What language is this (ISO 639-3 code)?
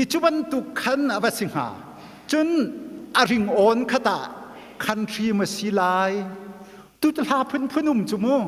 cnh